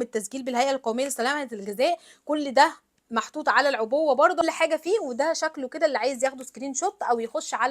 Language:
Egyptian Arabic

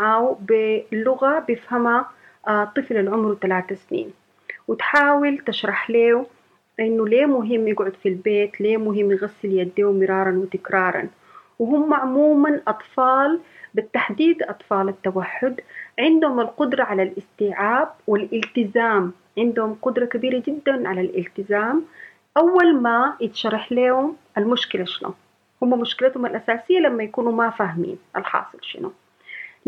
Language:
Sudanese Arabic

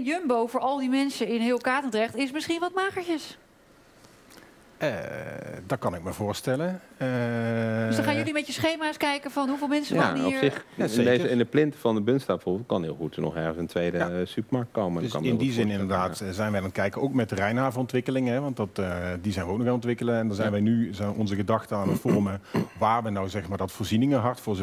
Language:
Dutch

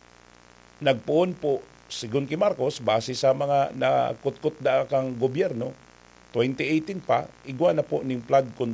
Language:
Bikol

